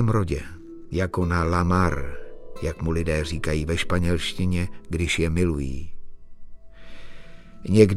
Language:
Czech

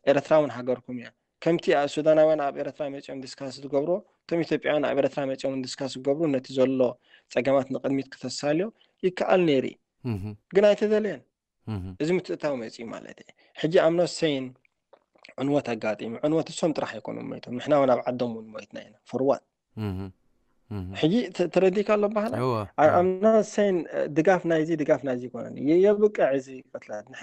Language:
Tigrinya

